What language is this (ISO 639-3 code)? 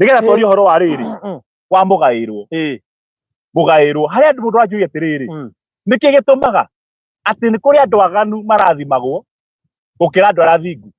kik